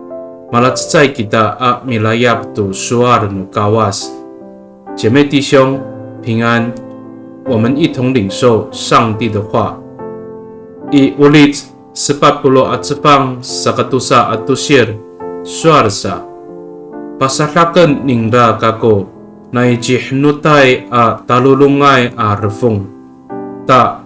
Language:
Amis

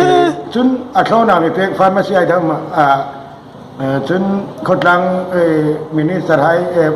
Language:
Hmar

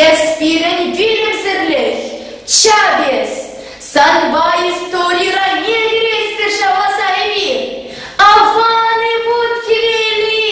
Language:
Chuvash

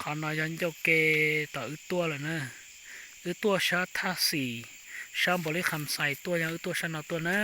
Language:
Hmong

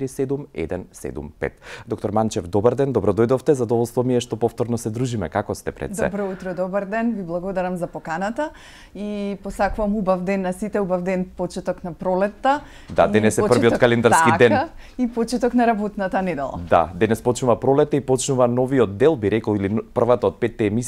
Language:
Macedonian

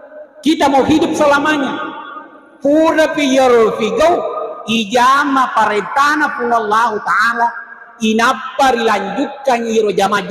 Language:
Buginese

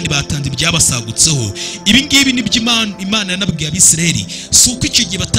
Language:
Kinyarwanda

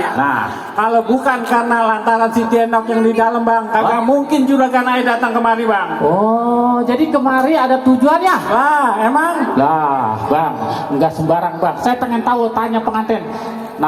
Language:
Betawi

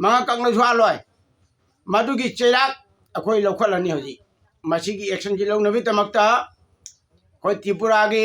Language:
Manipuri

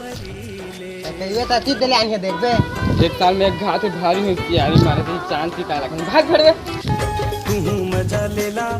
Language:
Chhattisgarhi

